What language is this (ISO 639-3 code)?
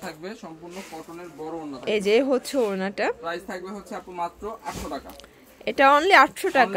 ben